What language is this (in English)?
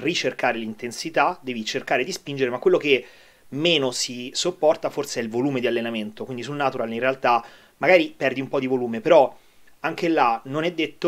Italian